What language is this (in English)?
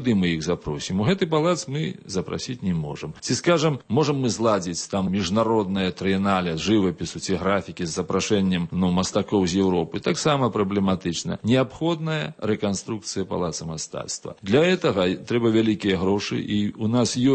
Belarusian